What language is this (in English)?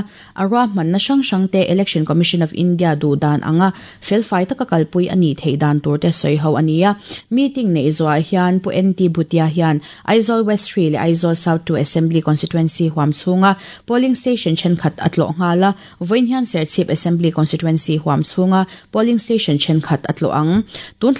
Mizo